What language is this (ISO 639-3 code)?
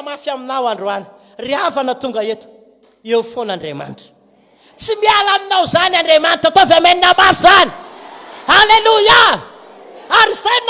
mlg